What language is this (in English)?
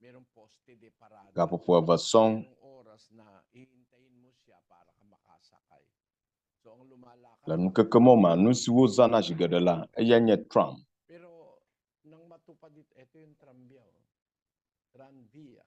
Ewe